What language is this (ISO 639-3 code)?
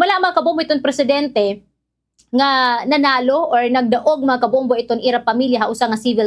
war